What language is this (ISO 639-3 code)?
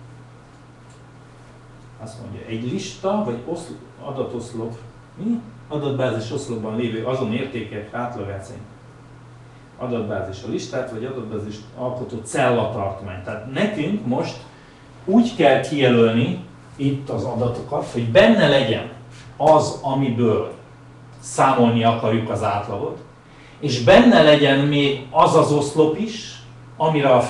hun